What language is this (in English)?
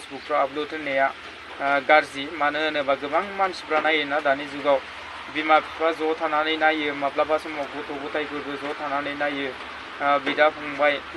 Bodo